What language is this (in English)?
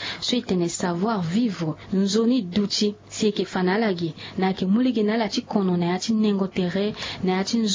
Sango